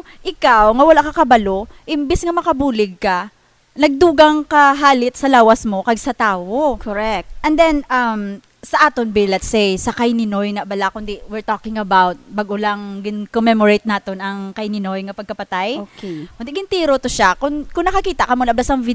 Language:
Hiligaynon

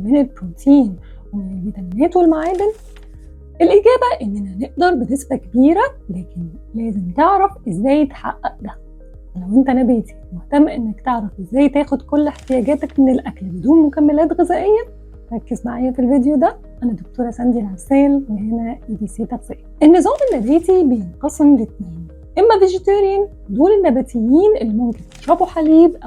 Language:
Egyptian Arabic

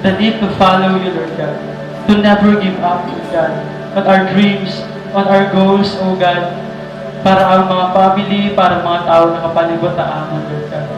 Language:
Waray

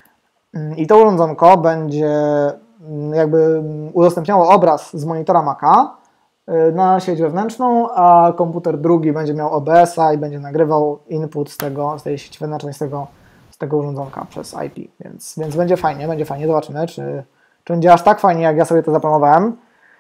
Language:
Polish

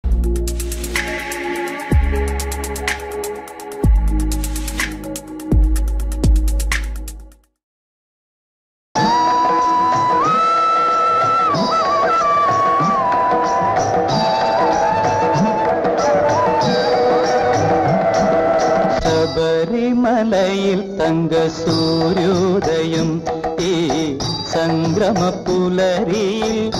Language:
Malayalam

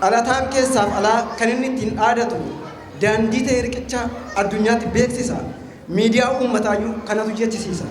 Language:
Oromo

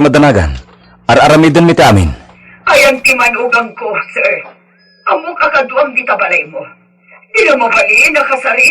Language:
Iloko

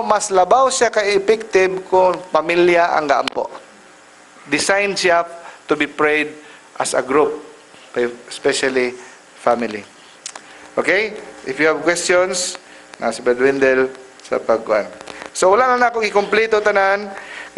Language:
Cebuano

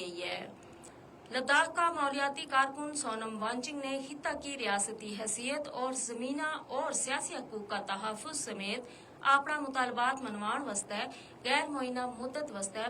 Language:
Gujari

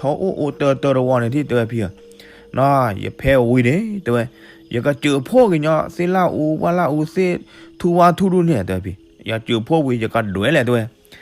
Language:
S'gaw Karen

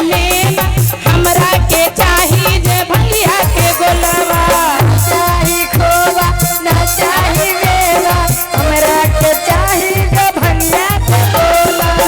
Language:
Magahi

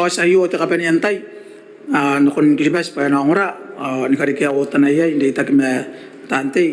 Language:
Gilbertese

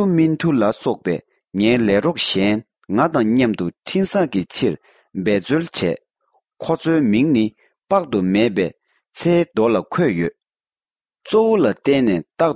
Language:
Tibetan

